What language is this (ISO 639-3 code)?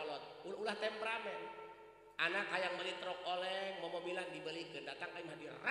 sun